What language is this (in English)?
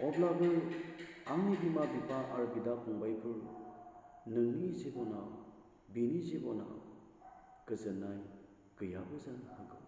Bodo